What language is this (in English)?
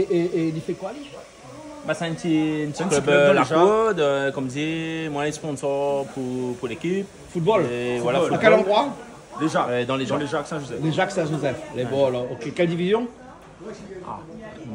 Réunion Creole French